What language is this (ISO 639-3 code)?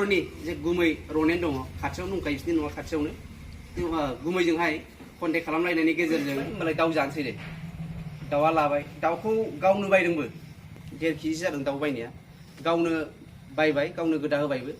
brx